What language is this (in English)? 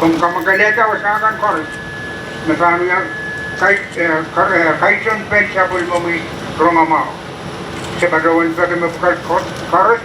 Pohnpeian